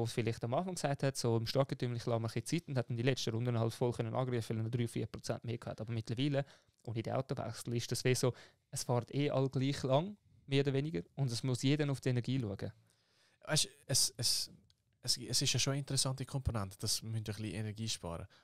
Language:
Swiss German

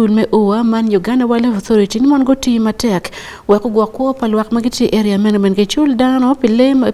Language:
Acoli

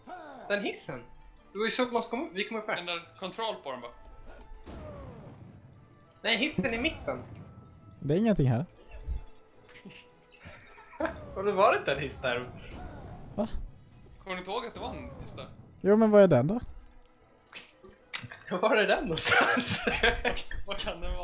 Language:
Swedish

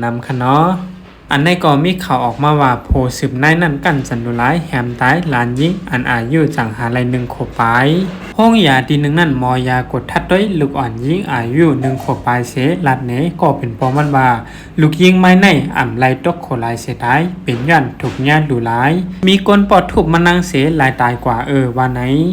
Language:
Shan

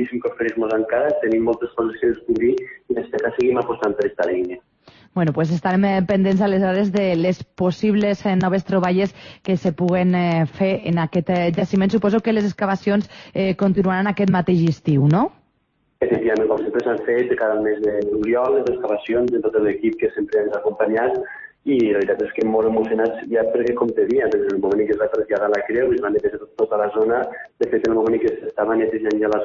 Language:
Catalan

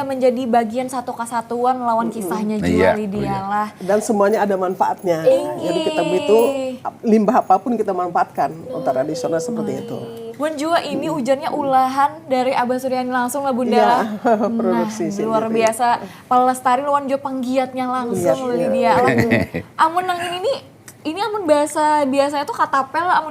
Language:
Banjar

